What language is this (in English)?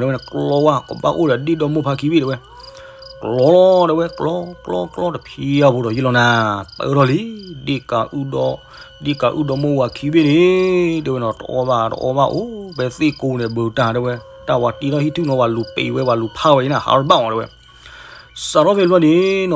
S'gaw Karen